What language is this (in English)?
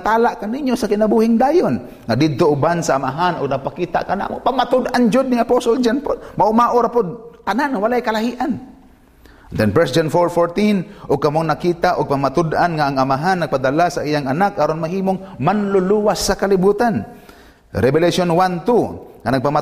Cebuano